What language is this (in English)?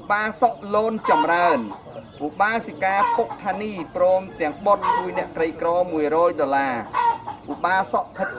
Khmer